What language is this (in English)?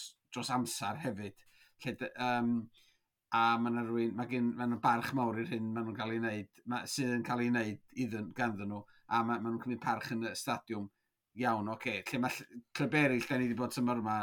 Welsh